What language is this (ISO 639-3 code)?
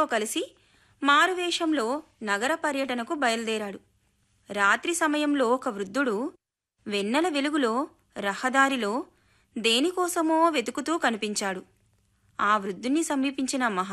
tel